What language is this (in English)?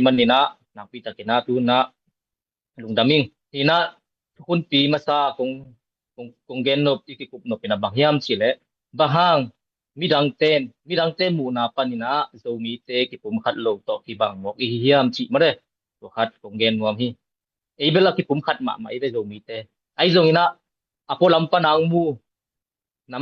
Tedim Chin